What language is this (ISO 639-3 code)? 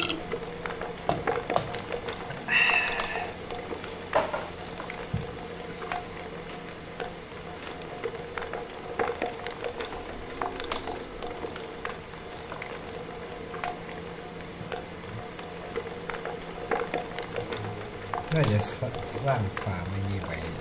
tha